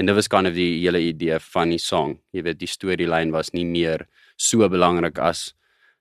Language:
Afrikaans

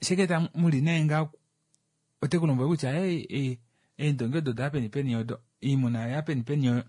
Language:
Kuanyama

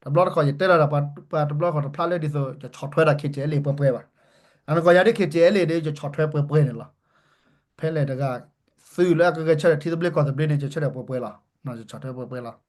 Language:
S'gaw Karen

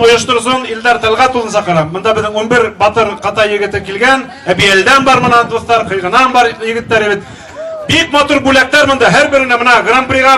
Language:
Bashkir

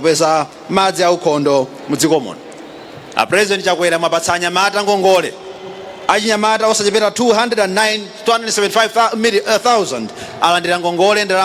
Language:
Nyanja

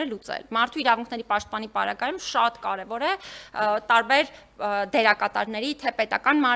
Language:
Armenian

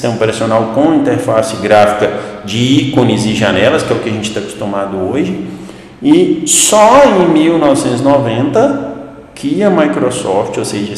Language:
Portuguese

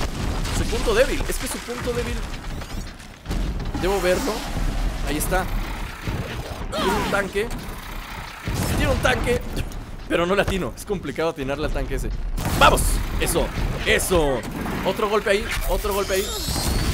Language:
Spanish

